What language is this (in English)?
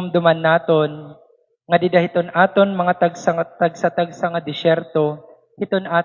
Waray